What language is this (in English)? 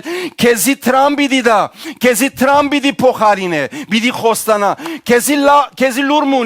Western Armenian